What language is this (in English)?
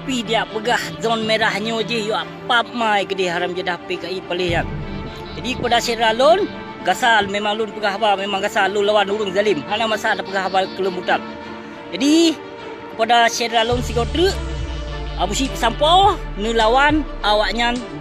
Achinese